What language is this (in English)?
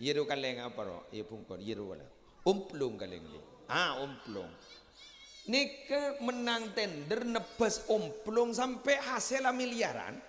Madurese